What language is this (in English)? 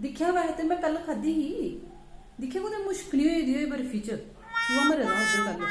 Dogri